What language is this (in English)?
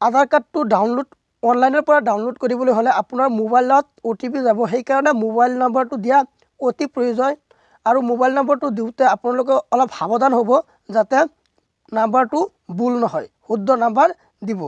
Assamese